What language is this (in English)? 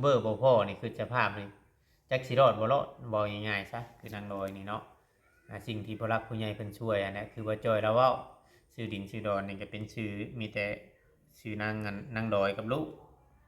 Lao